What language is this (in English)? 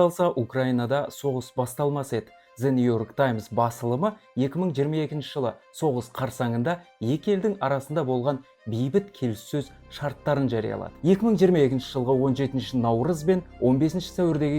Kazakh